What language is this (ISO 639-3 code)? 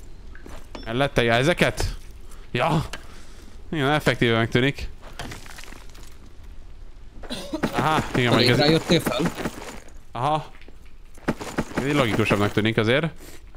hun